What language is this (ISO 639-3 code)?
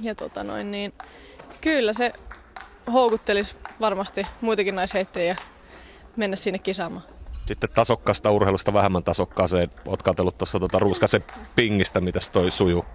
fin